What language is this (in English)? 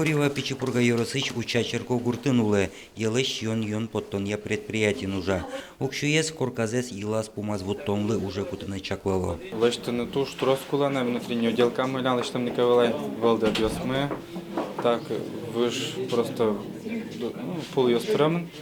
Udmurt